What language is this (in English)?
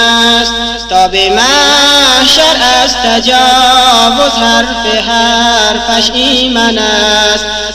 Persian